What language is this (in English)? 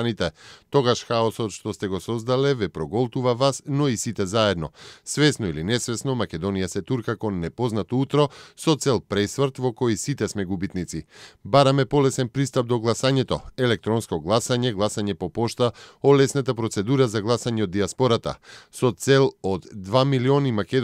Macedonian